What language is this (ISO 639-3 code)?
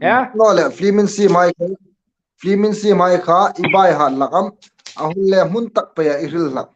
hmr